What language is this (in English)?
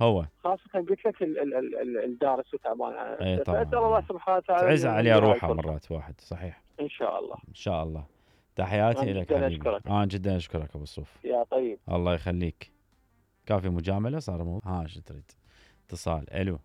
Mesopotamian Arabic